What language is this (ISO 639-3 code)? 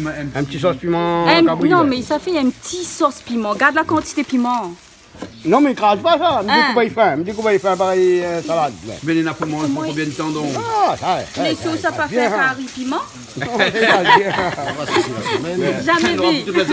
rcf